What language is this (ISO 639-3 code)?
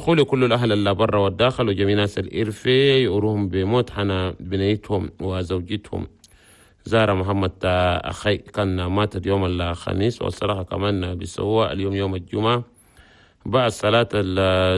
shu